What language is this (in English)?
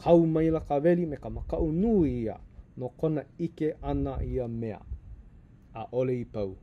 Hawaiian